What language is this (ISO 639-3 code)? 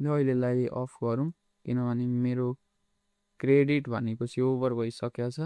nep